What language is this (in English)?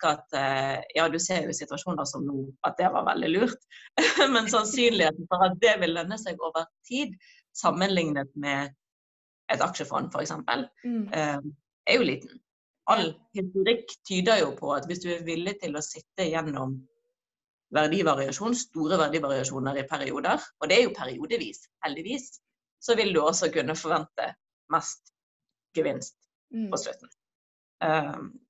Norwegian